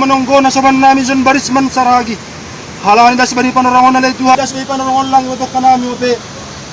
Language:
Batak Simalungun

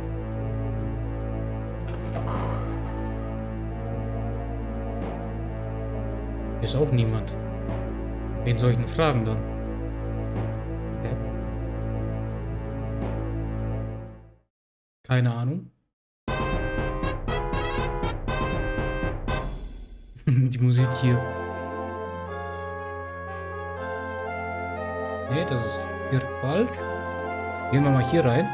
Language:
German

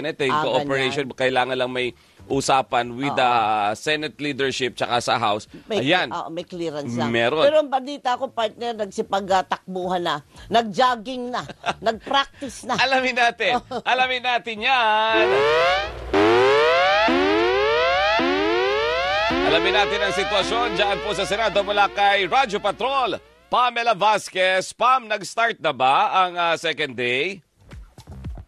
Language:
Filipino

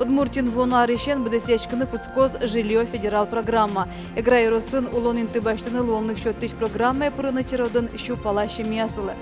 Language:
Udmurt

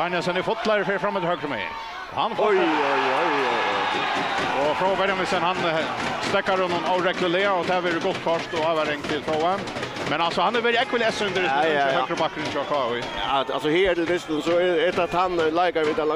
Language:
Faroese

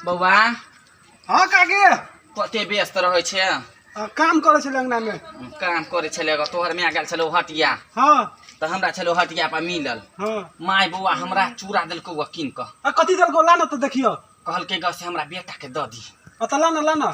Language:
Maithili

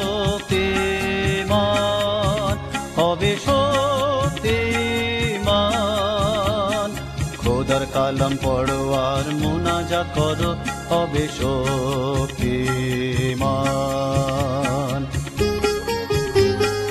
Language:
Bangla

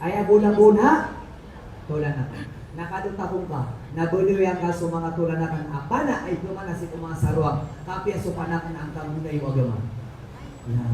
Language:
Maranao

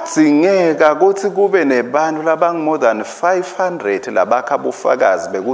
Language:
Swati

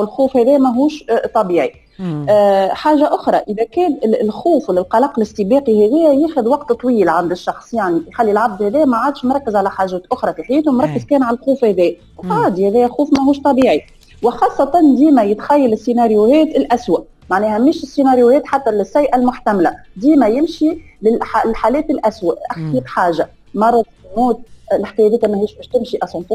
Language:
Tunisian Arabic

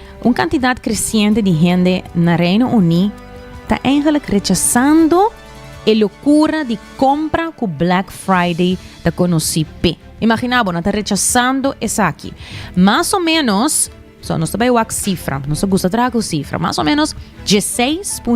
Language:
Papiamento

